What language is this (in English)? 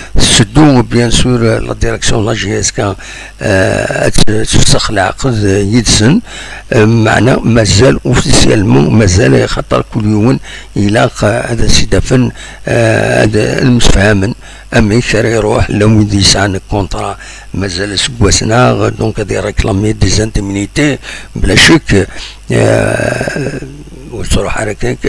Kabyle